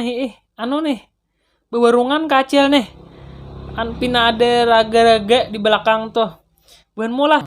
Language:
Banjar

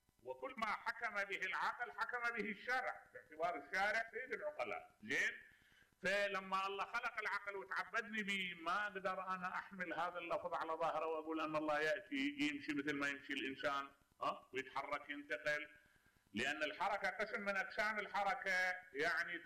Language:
Mesopotamian Arabic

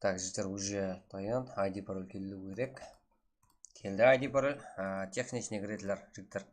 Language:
Kara-Kalpak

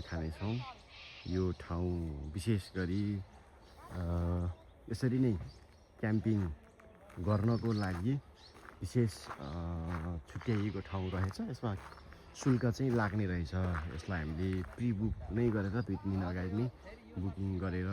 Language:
Nepali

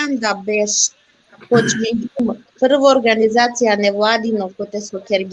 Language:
Balkan Romani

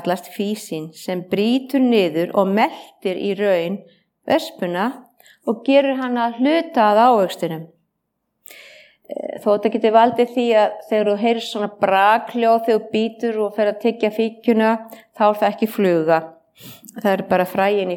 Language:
Icelandic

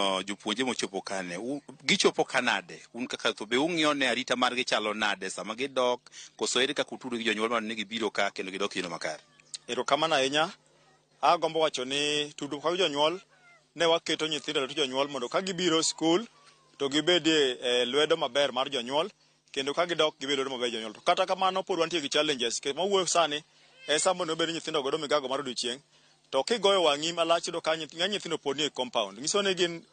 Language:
Luo (Kenya and Tanzania)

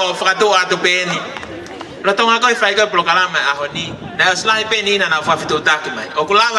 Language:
Tongan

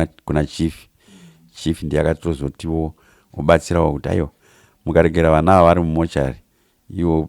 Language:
Shona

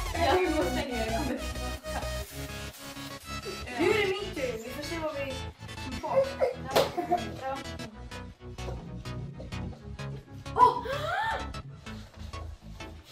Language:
Swedish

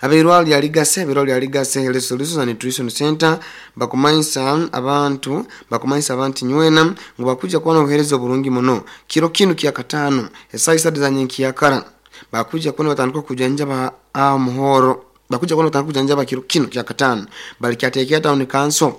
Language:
Nyoro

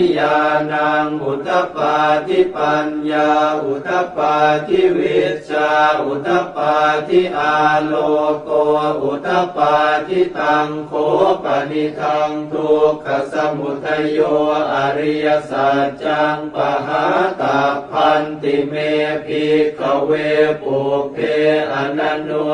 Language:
Pali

